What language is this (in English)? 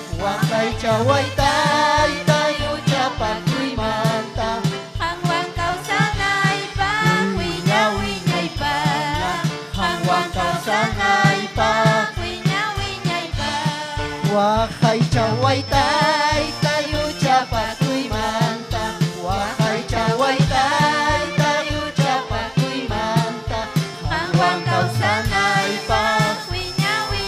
Ayacucho Quechua